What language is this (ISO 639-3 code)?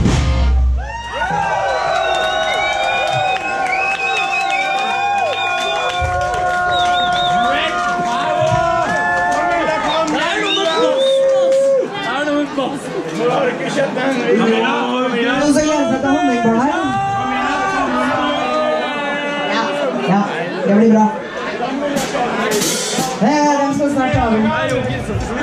nor